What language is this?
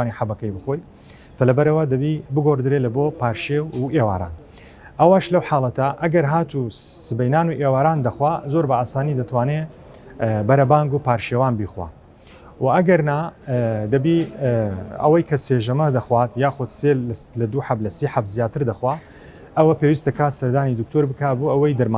Central Kurdish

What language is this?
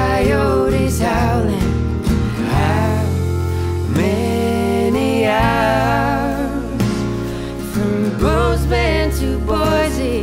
English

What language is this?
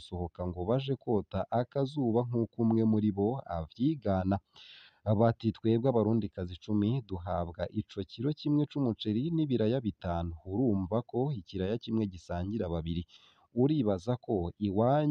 Rundi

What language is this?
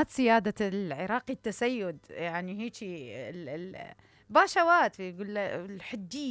Mesopotamian Arabic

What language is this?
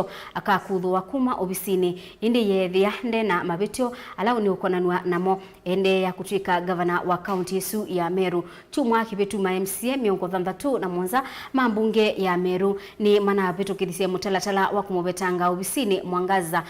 Kamba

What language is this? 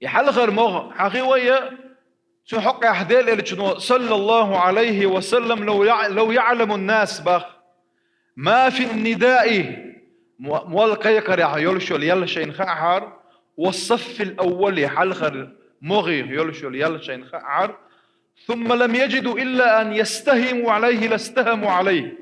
Chechen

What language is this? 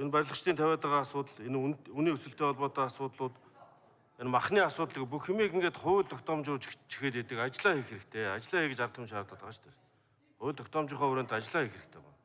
Mongolian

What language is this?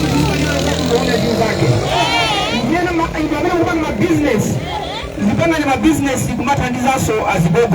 Nyanja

